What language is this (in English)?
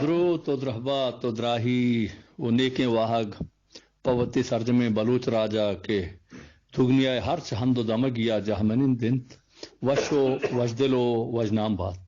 Eastern Balochi